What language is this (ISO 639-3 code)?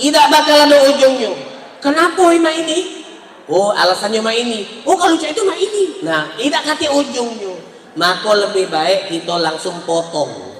mui